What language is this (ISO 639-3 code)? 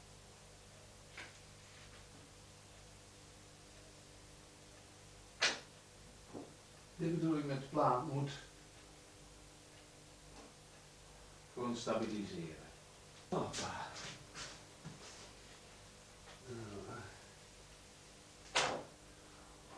nld